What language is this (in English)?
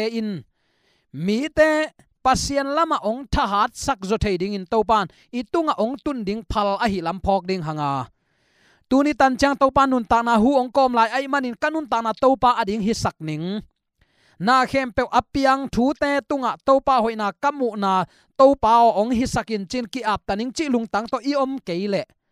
Tedim Chin